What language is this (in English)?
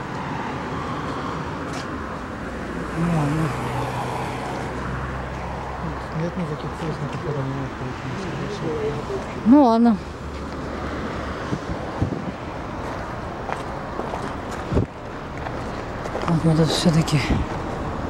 Russian